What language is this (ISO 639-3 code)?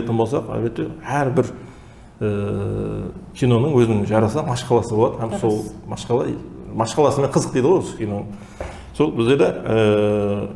kaa